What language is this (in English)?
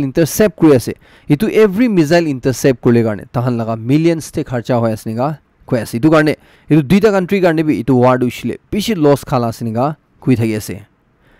Naga Pidgin